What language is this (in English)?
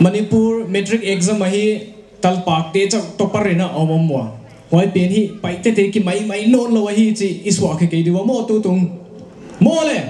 Paite Chin